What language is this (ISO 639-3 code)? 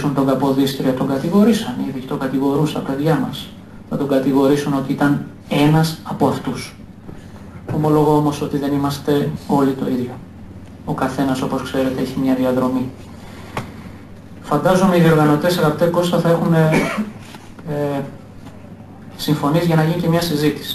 ell